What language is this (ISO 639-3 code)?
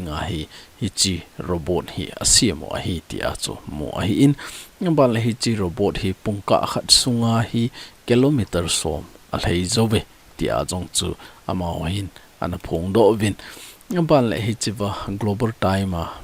tcz